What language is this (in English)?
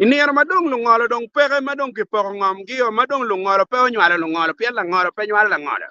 Acoli